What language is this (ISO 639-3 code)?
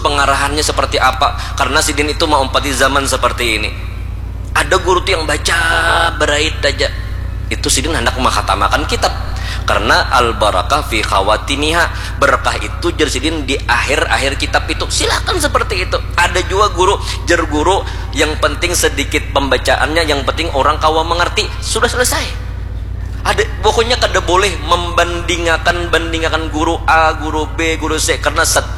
bjn